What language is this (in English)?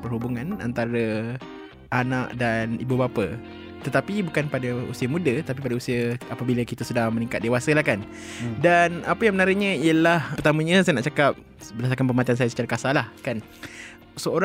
Malay